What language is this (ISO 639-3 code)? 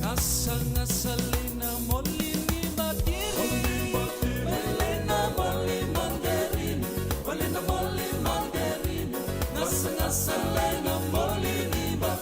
fij